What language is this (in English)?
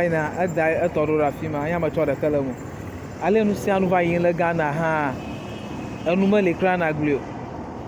Ewe